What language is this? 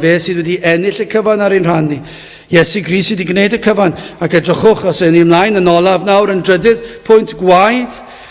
Welsh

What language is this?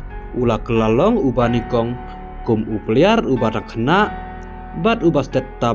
Khasi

